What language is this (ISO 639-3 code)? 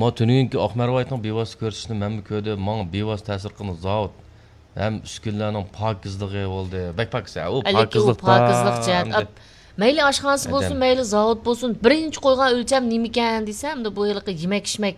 uig